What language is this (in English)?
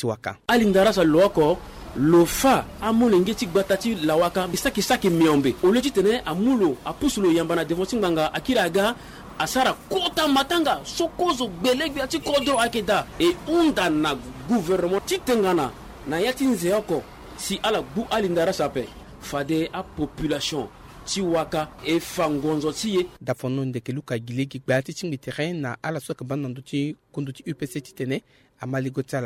Sango